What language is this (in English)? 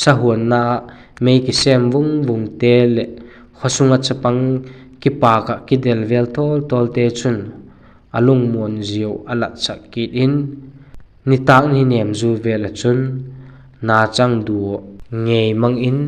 Vaiphei